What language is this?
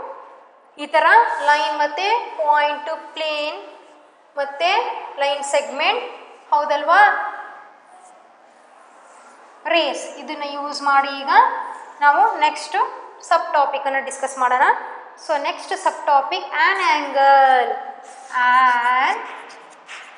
Kannada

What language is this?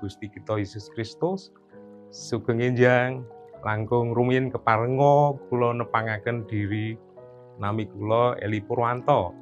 Javanese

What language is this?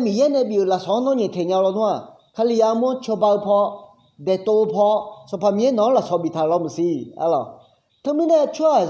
Akha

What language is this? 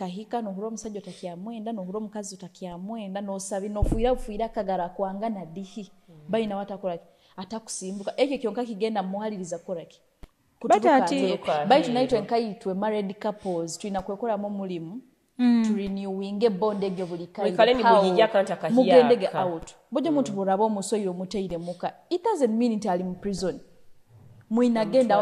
Nyoro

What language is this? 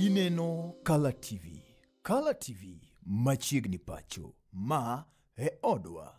Luo (Kenya and Tanzania)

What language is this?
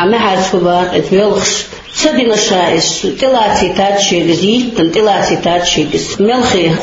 Chechen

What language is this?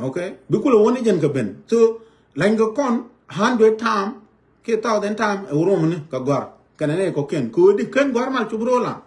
Nuer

